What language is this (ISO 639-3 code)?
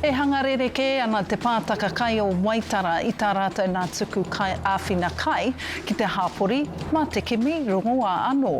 mri